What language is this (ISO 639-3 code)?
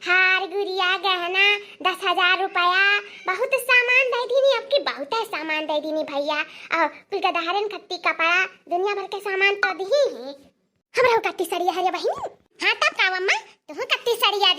awa